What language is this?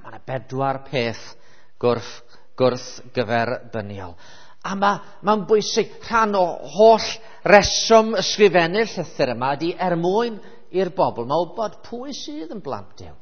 Welsh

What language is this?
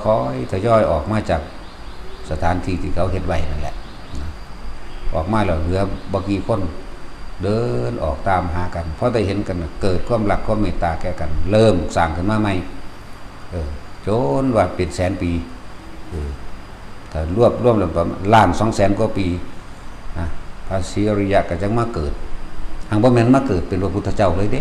Lao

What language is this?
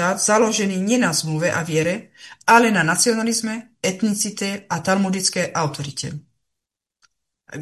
Slovak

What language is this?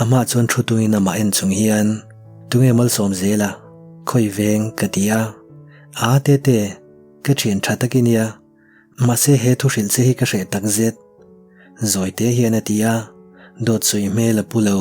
Mizo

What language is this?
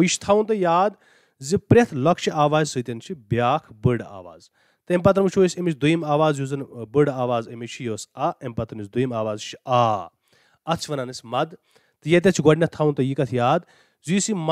Kashmiri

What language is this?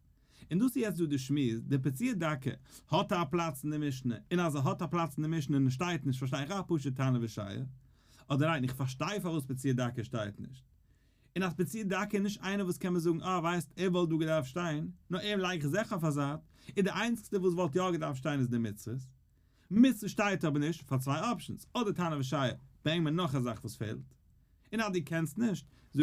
Yiddish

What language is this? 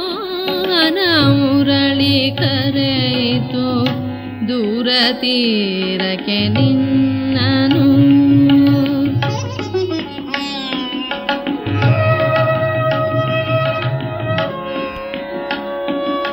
Kannada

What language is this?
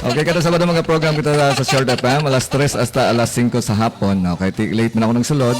Hiligaynon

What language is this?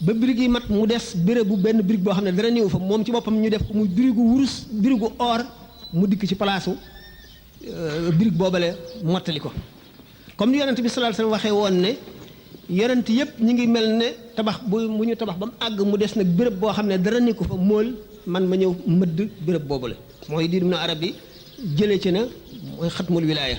Wolof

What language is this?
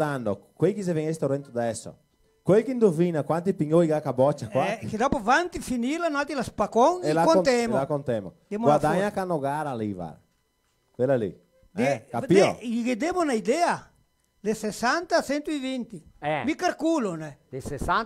Venetian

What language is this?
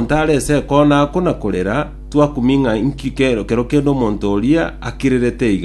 Gusii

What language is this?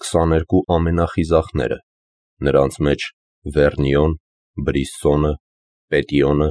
Armenian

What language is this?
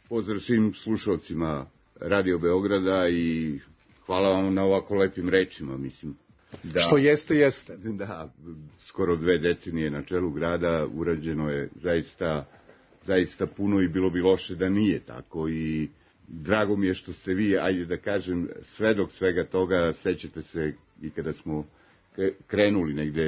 Serbian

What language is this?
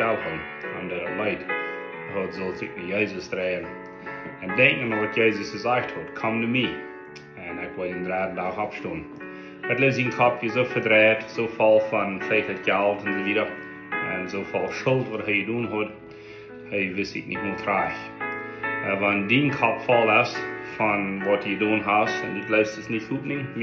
Plautdietsch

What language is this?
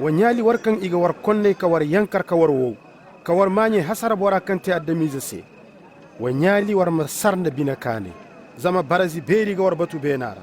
Zarma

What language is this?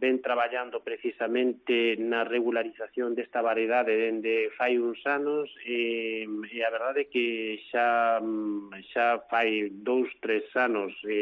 Galician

